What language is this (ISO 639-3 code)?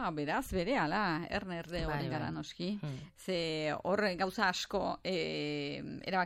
eus